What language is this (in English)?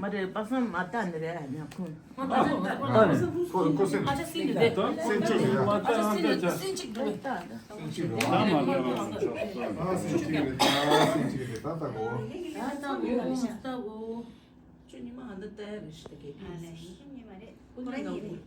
Tibetan